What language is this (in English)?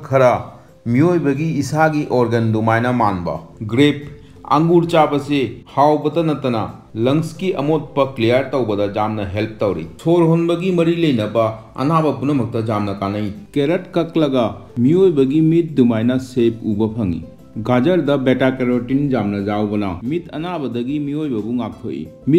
Manipuri